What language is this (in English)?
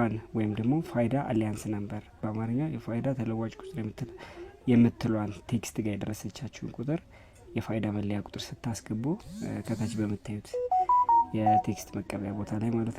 Amharic